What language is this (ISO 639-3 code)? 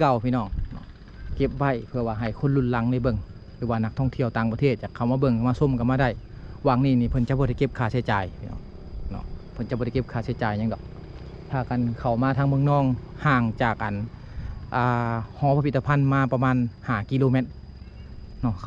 lao